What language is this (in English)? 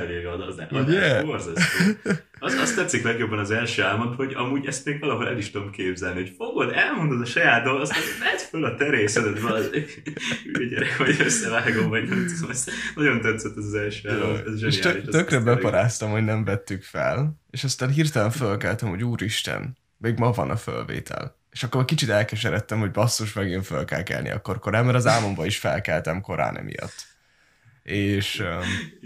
Hungarian